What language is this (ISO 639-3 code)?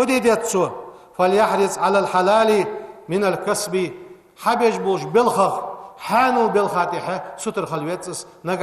inh